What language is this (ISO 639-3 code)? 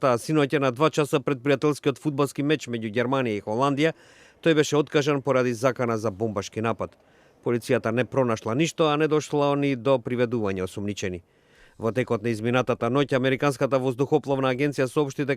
mkd